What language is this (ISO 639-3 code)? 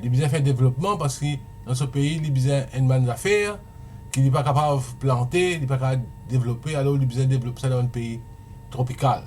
mfe